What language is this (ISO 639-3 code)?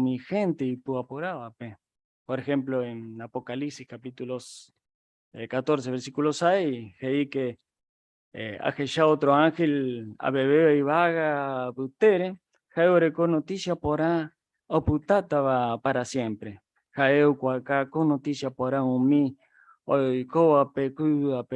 grn